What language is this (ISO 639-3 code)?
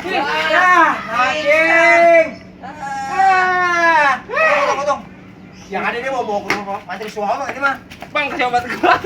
bew